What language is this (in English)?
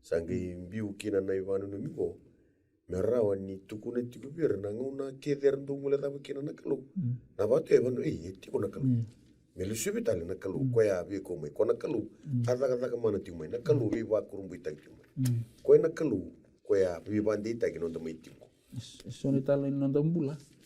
Fijian